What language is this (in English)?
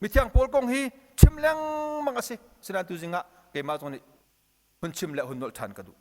Hakha Chin